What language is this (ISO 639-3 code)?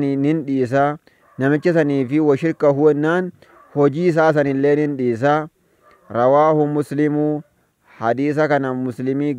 orm